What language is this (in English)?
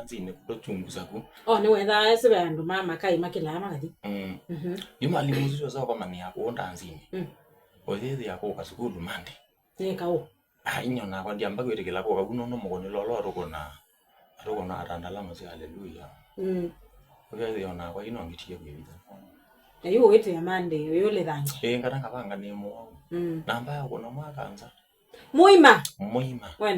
Kamba